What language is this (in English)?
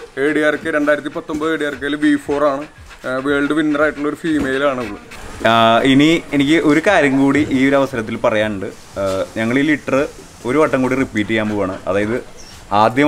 Malayalam